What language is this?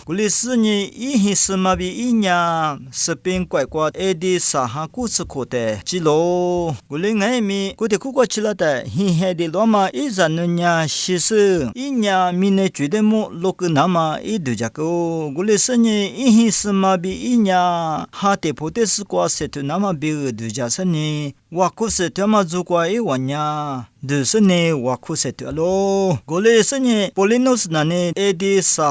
Lisu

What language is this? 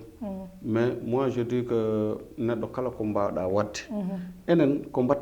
Fula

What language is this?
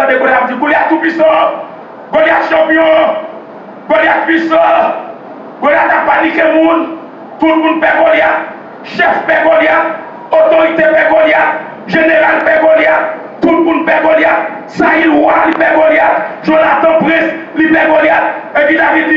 Haitian Creole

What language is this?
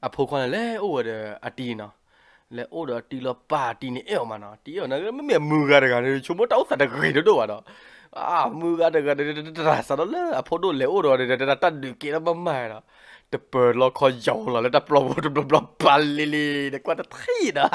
S'gaw Karen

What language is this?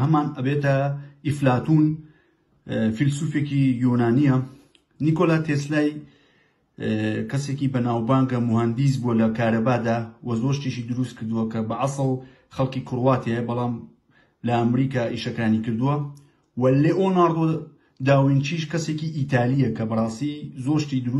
Central Kurdish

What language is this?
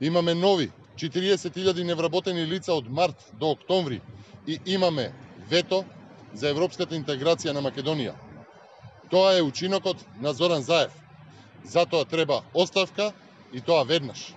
Macedonian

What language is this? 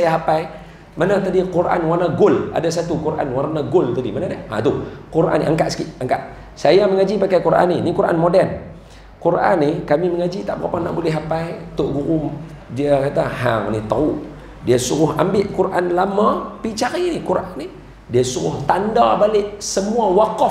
Malay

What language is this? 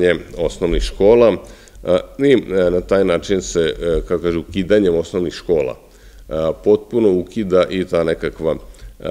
Serbian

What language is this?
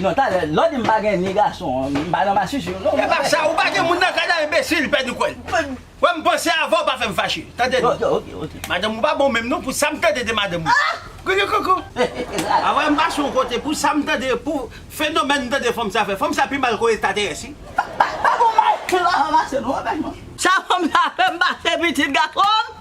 Haitian Creole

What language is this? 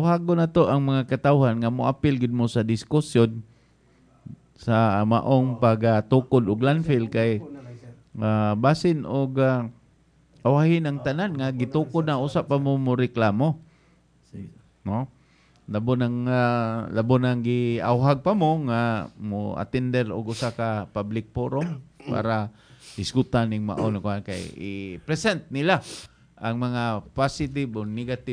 Cebuano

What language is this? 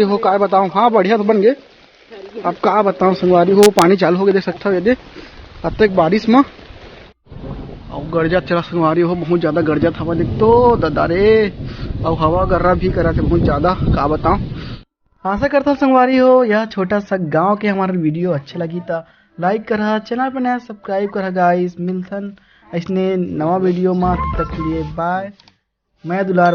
Chhattisgarhi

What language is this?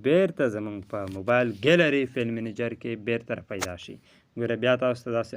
Pashto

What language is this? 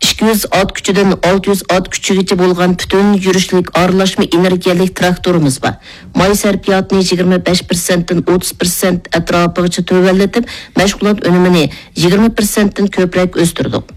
Uyghur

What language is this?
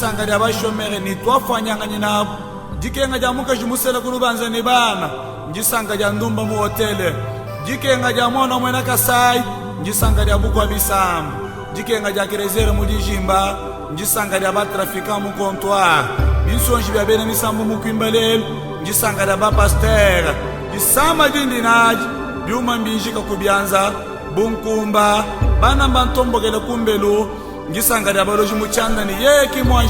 Luba-Lulua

